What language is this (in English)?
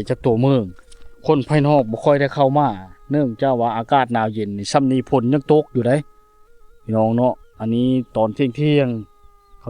Lao